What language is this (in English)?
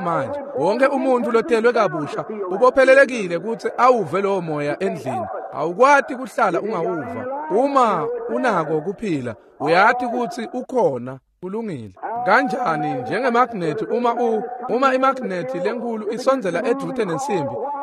Swati